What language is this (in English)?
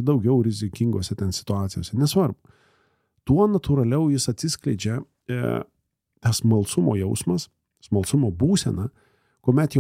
Lithuanian